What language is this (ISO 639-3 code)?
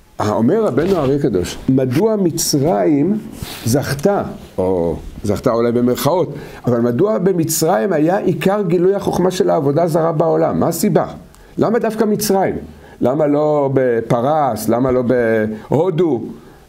heb